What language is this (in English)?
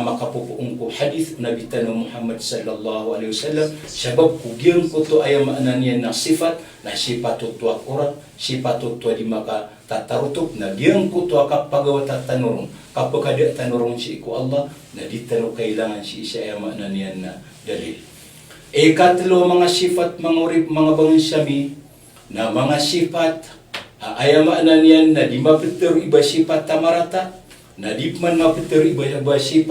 Maranao